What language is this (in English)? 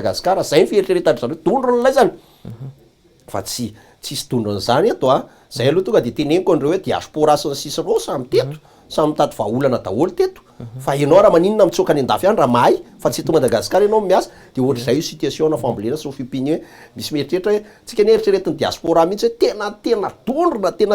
Malagasy